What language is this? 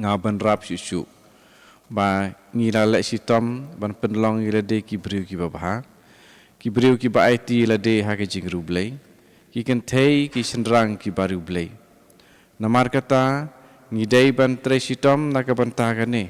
Khasi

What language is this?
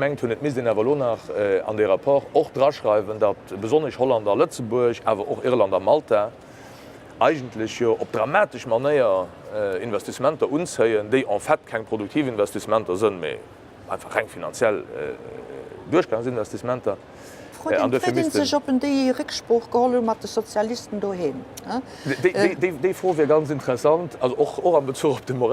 Luxembourgish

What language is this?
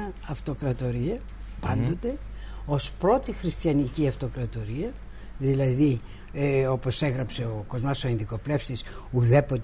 Greek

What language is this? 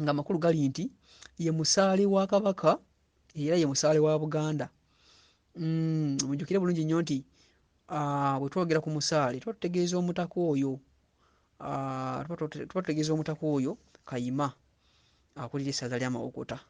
Ganda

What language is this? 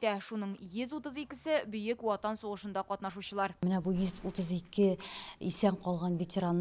Tatar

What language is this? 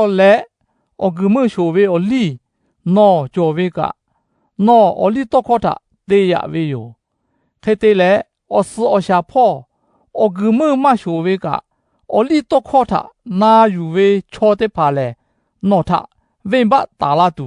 Lahu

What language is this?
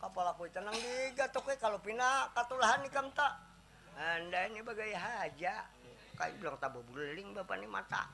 Banjar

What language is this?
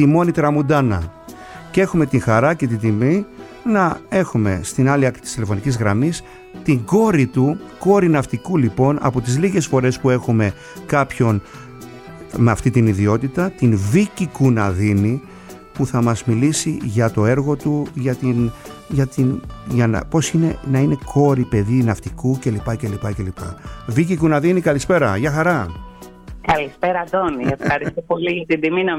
Greek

